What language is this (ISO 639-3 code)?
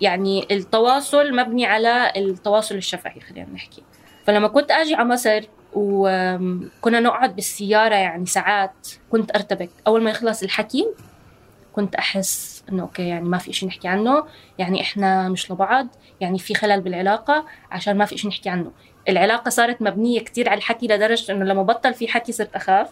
apc